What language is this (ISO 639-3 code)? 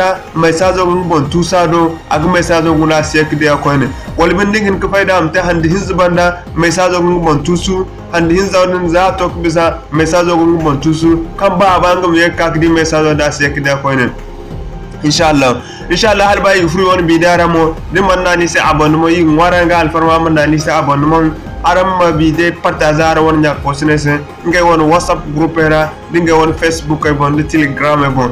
dje